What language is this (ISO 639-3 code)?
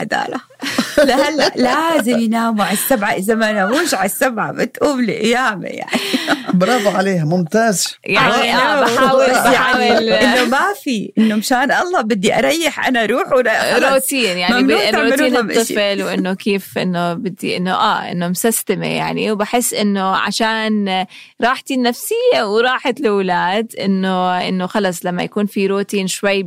apc